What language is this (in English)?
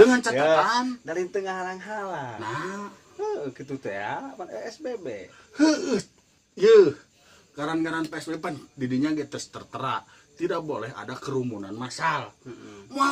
Sundanese